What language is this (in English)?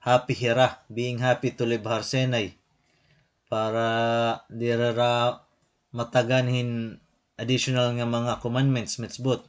Waray